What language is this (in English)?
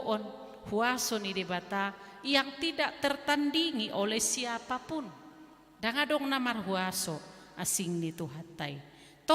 Batak Toba